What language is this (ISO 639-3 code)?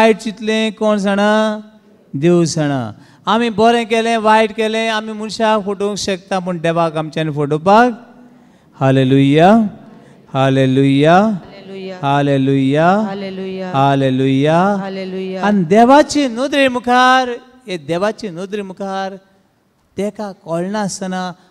kok